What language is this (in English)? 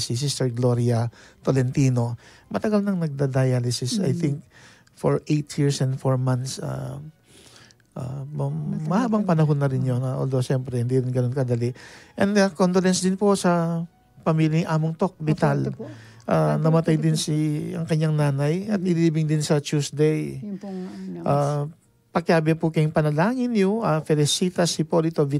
Pampanga